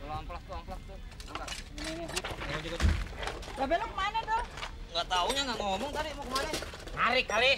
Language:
Betawi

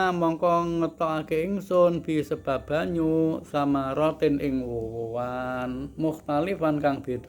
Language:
Javanese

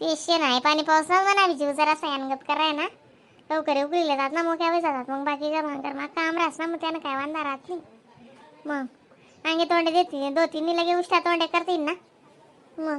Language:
Khandesi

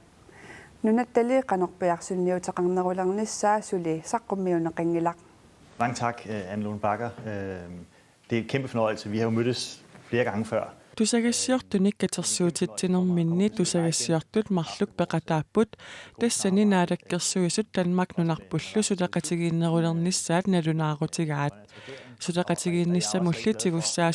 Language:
Kalaallisut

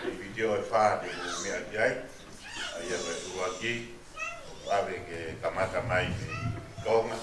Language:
Tongan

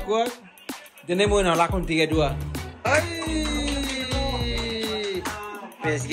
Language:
Tetum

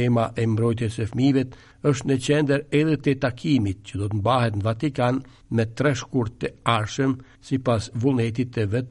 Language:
Albanian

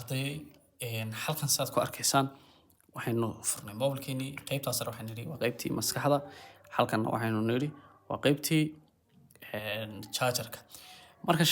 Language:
Somali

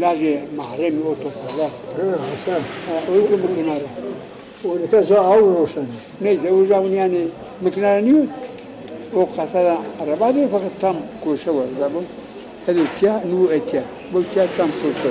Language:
Zaza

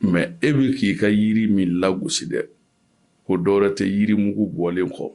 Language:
Bambara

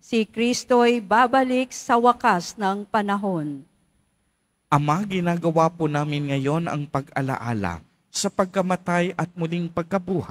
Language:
Filipino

